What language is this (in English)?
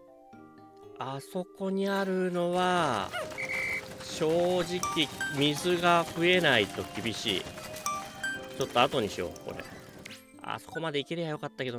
Japanese